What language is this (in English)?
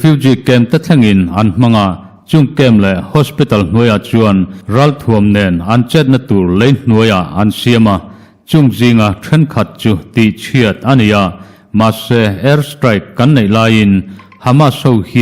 Mizo